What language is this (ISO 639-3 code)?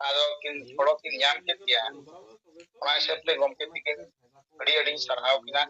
sat